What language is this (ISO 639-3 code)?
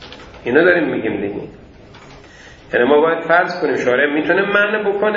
fas